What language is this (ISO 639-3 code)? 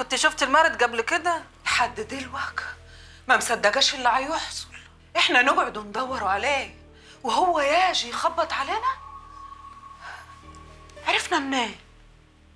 arz